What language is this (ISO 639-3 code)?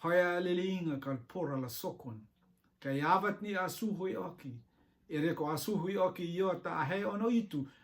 rtm